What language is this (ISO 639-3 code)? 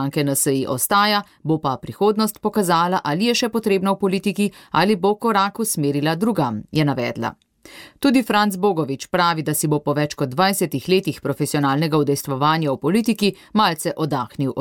slv